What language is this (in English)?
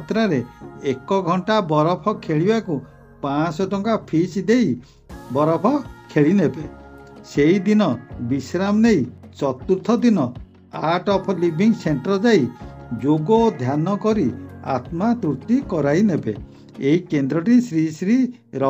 Odia